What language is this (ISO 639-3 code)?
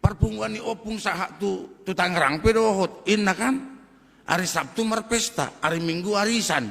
bbc